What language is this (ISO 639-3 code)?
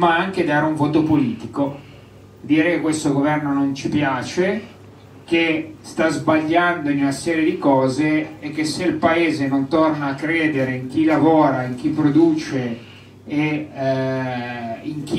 ita